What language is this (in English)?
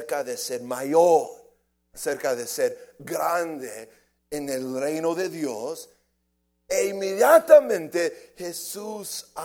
Spanish